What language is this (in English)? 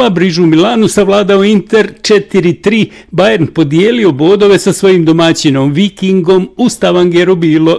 Bosnian